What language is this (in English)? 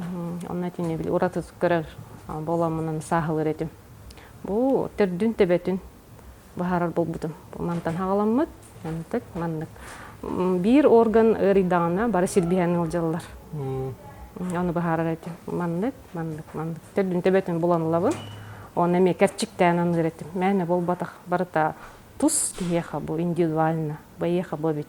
Yakut